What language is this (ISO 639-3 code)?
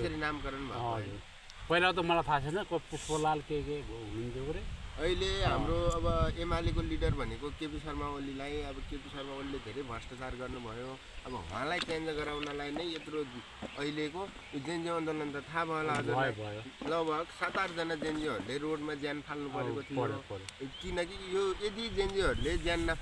nep